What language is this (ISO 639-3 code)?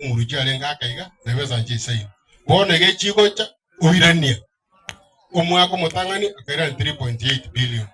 guz